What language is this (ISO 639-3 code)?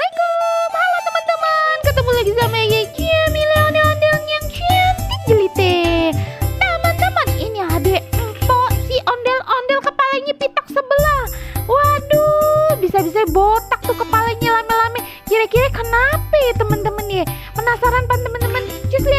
bew